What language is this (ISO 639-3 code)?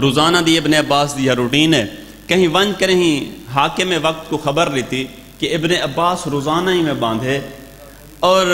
skr